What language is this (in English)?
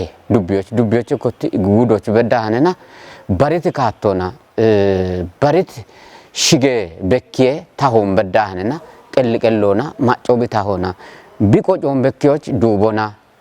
Kafa